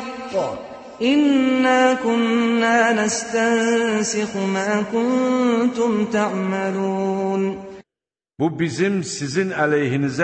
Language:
Azerbaijani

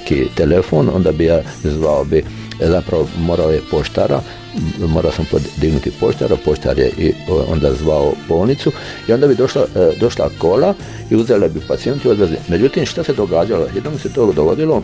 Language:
Croatian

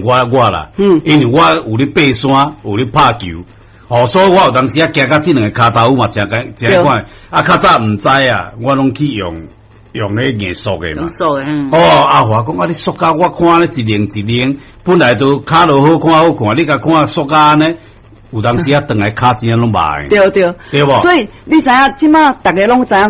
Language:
Min Nan Chinese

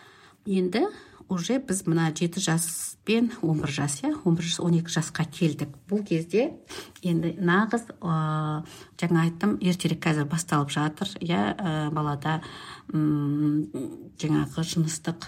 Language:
Kazakh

